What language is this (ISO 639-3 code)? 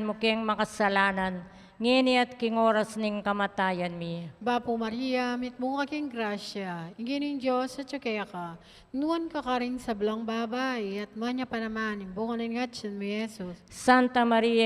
pam